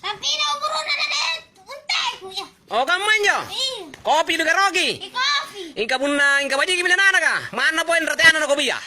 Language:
Makasar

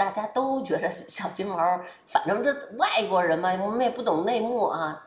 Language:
Chinese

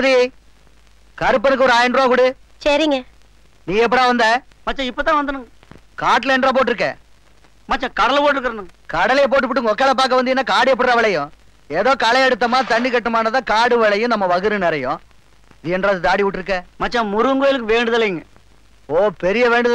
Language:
Tamil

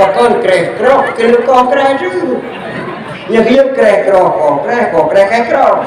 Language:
Achinese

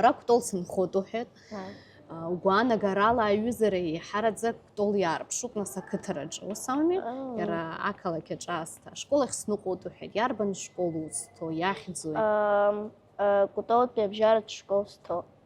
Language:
Abkhazian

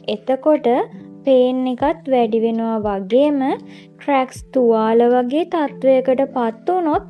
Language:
Sinhala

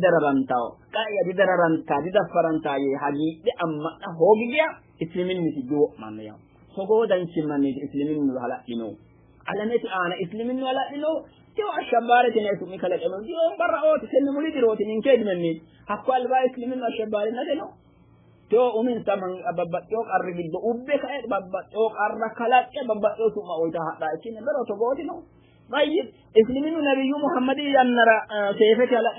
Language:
Sidamo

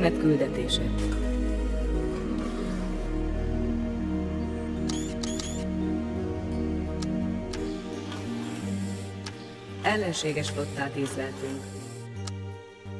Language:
Hungarian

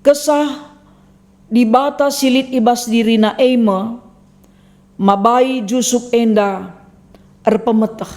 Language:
Batak Karo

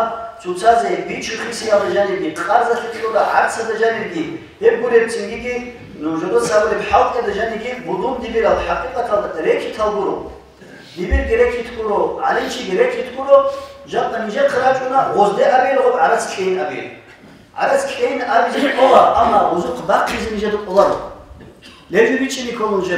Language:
Avaric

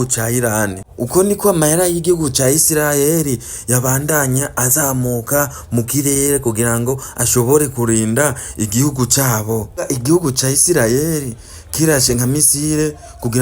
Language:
Rundi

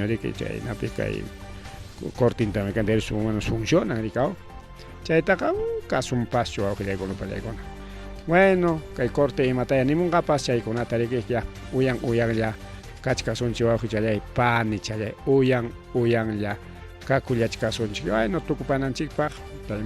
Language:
Ayacucho Quechua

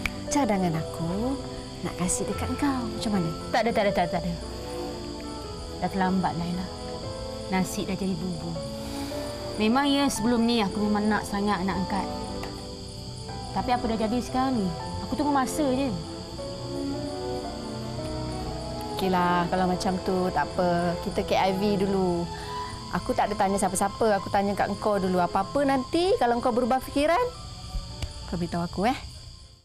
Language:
Malay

